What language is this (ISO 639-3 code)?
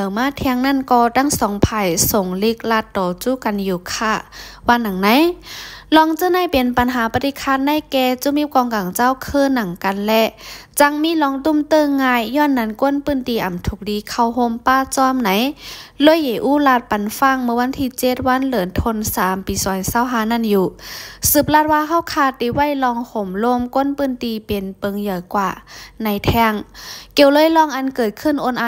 shn